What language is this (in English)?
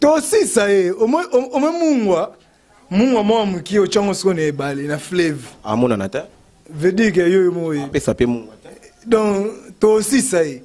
Lingala